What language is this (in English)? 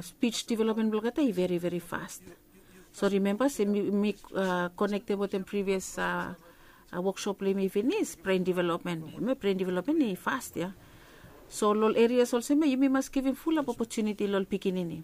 Bislama